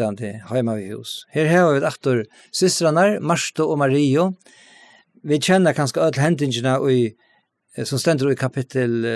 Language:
Faroese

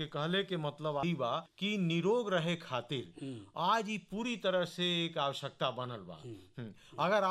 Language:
Bhojpuri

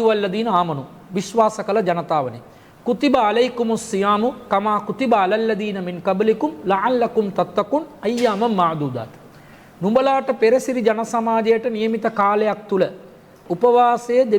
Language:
Sinhala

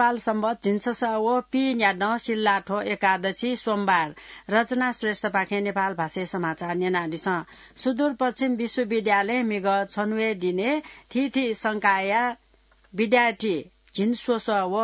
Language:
Newari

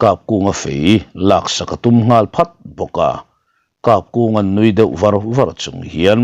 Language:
Mizo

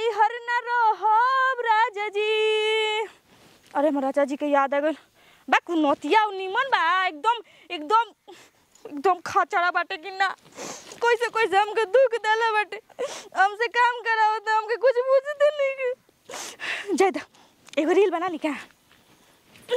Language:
Bhojpuri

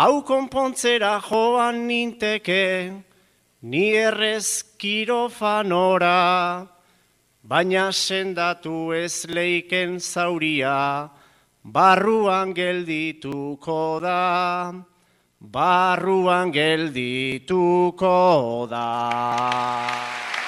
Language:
Basque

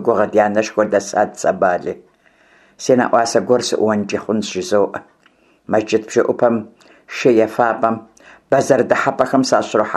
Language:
Kabardian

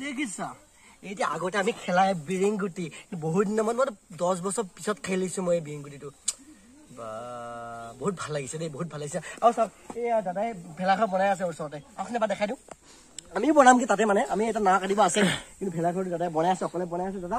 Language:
Assamese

